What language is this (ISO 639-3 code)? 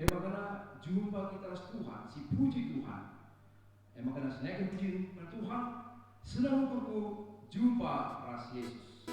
btx